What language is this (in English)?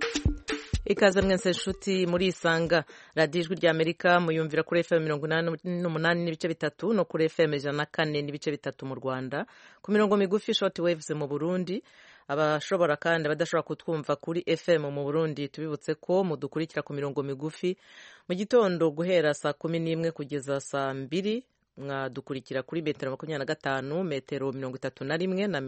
Kinyarwanda